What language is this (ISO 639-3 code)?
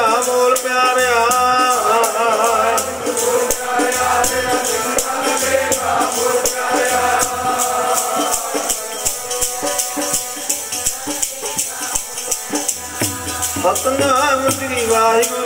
pan